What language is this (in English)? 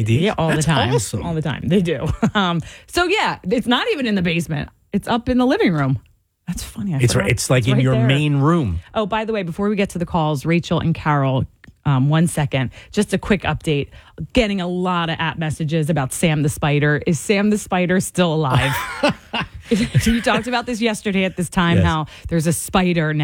English